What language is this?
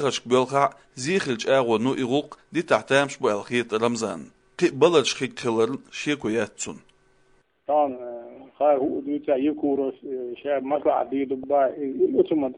Chechen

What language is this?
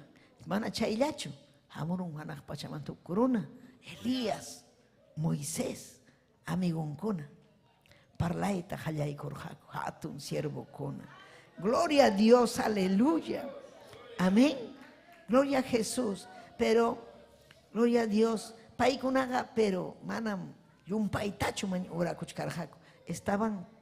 Ayacucho Quechua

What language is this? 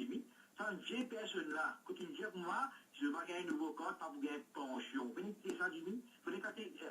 Morisyen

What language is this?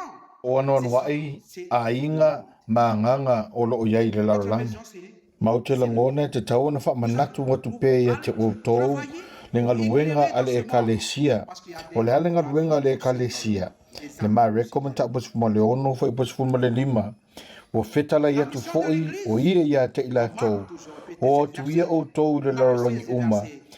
Samoan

